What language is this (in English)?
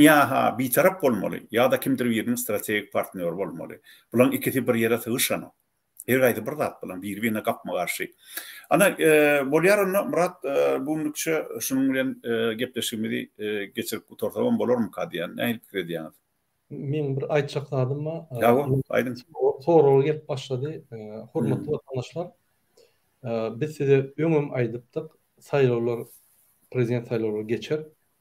Turkmen